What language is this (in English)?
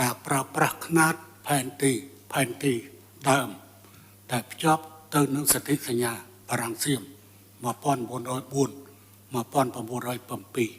Khmer